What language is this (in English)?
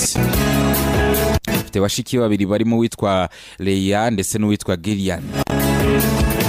Kinyarwanda